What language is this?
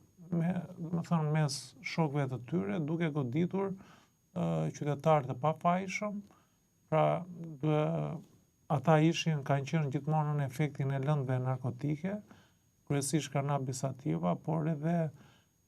Albanian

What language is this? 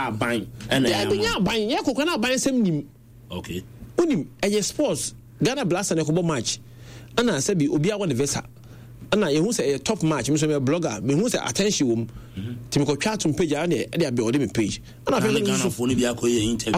Akan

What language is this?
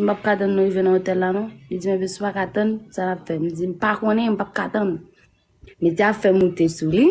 Haitian Creole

